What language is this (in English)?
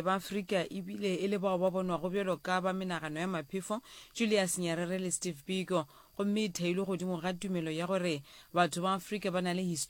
Northern Sotho